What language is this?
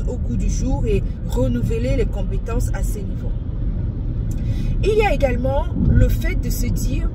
French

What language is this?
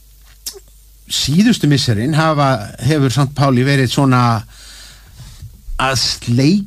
Icelandic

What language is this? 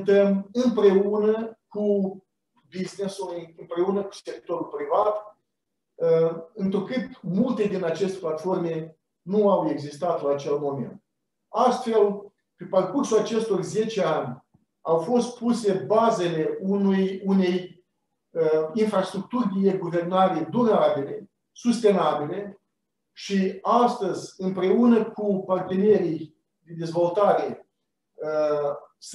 Romanian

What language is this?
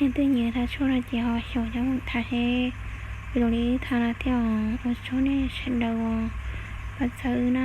Hmong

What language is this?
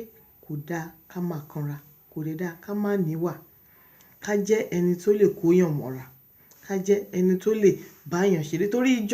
Yoruba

